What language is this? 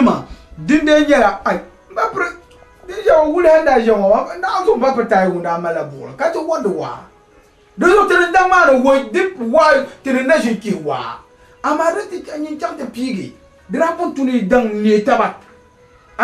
Dagbani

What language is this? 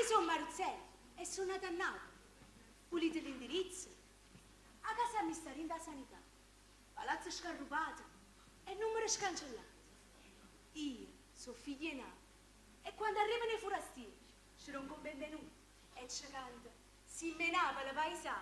Neapolitan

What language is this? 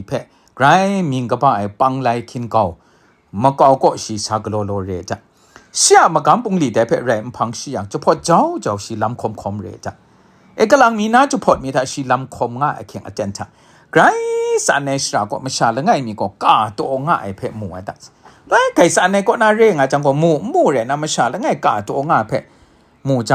Kachin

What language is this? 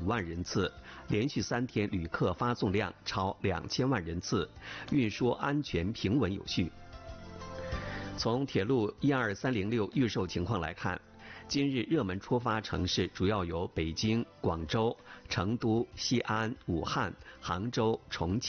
Chinese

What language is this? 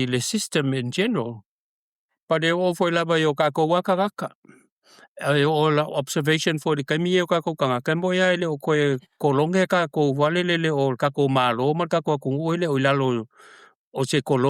Samoan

